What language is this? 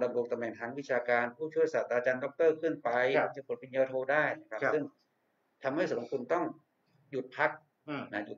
Thai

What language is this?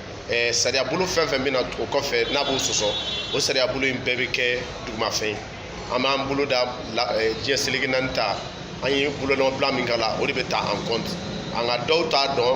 Bambara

